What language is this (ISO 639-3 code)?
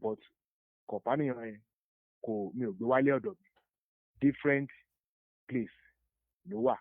yor